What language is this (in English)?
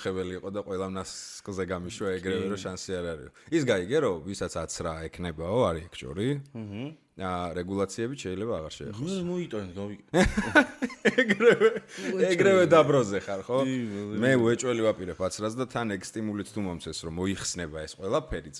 Georgian